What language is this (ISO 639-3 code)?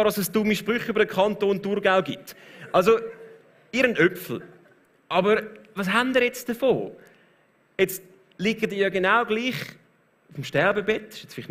gsw